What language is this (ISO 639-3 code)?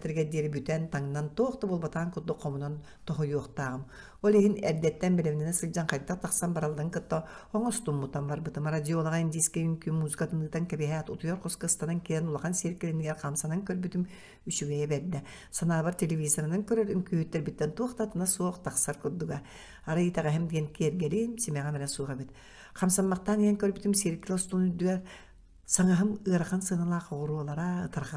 sah